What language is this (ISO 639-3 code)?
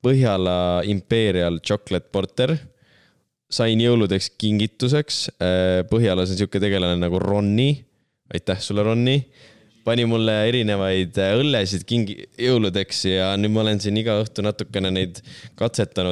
est